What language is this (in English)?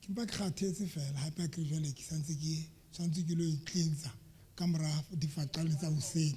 Southern Sotho